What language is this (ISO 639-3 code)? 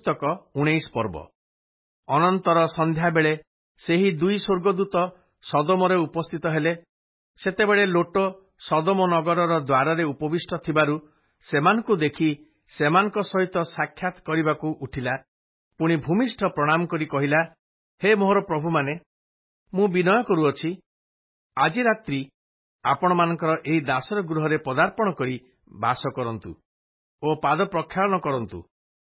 ori